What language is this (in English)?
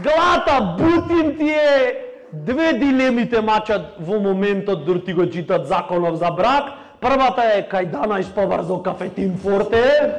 Macedonian